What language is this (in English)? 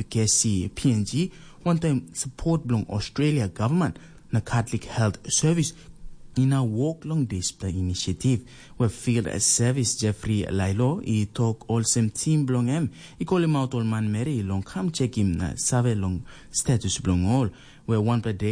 Tok Pisin